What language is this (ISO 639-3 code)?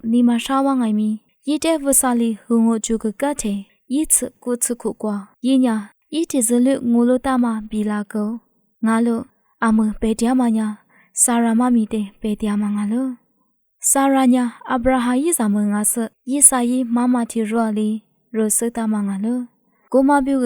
lis